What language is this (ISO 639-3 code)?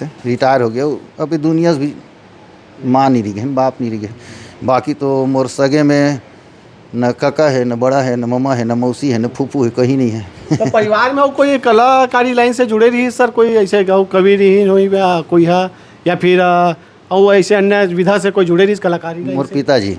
hne